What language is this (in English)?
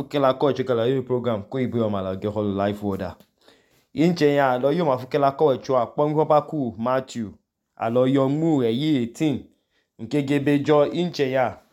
Idoma